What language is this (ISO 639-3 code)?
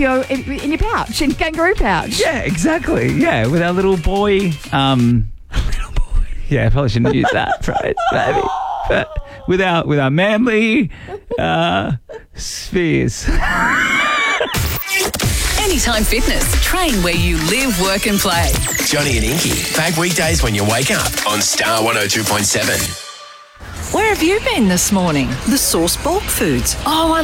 eng